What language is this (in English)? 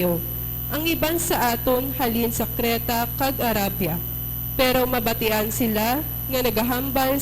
Hiligaynon